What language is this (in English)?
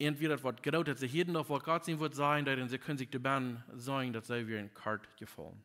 Plautdietsch